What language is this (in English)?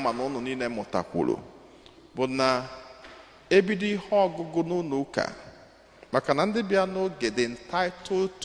Igbo